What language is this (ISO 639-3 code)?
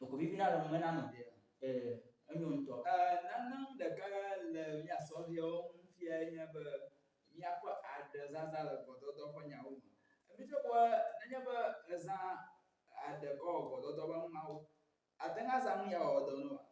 ewe